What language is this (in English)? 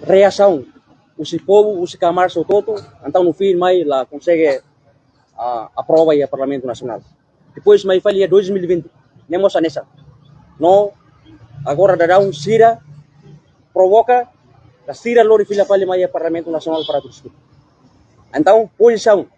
Tetum